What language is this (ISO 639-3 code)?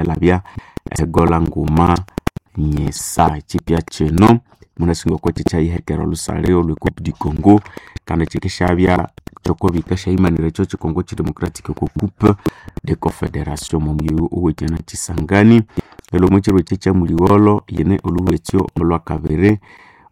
nnb